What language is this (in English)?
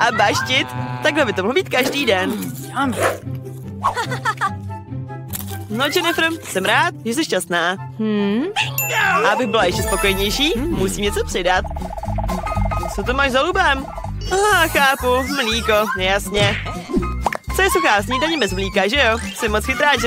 Czech